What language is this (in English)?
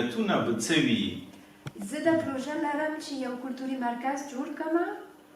Pashto